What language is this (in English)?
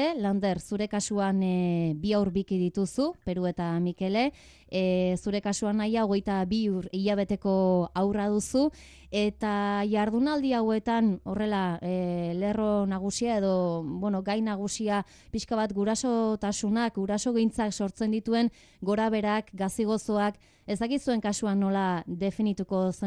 Basque